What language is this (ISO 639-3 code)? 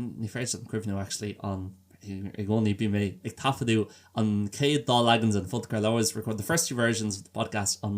gle